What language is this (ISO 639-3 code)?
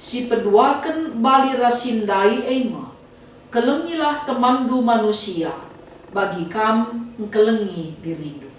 btx